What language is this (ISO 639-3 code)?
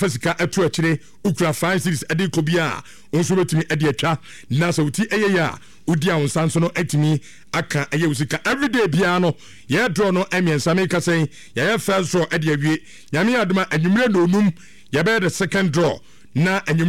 aka